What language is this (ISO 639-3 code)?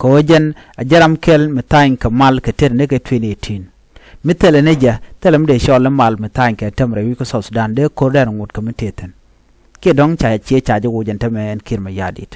nus